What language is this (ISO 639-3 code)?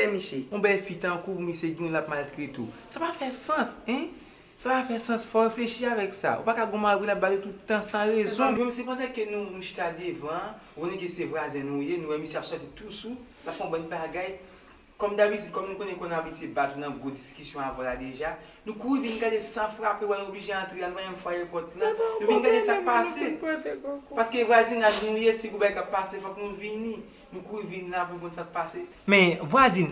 hat